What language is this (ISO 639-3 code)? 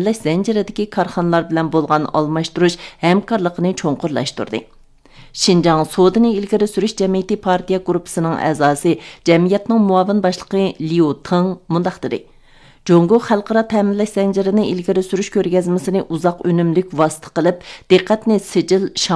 uig